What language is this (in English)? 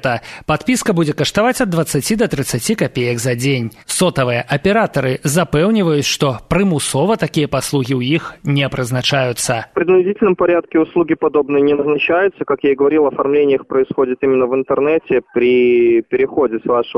Belarusian